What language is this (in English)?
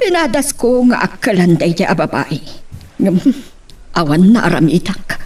Iloko